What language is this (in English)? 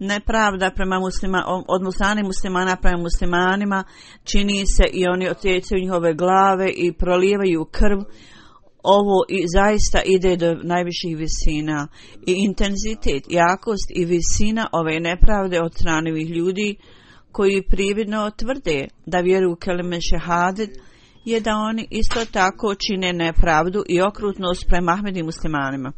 Bosnian